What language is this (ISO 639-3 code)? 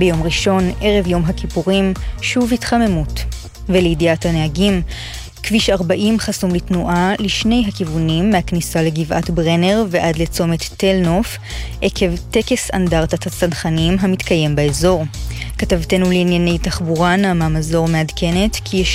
heb